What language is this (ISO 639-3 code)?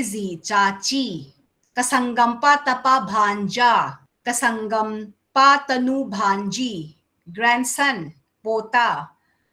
pck